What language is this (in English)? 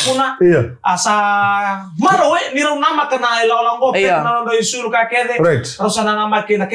Fijian